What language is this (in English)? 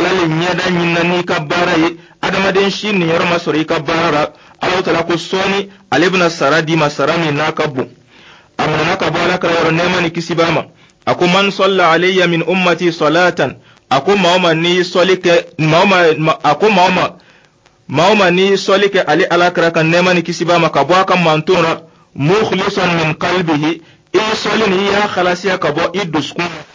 Dyula